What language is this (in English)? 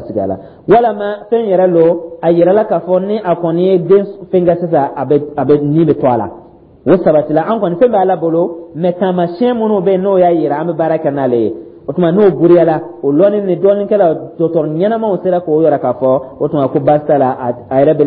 Dyula